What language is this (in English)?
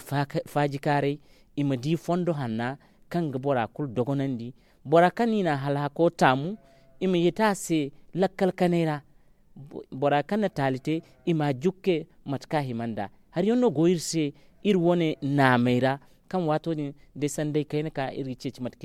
Zarma